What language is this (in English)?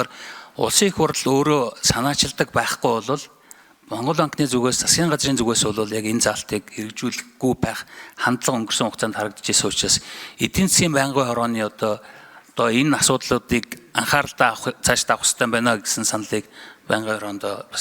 Mongolian